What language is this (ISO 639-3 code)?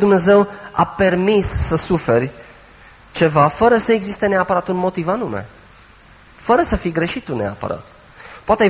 ron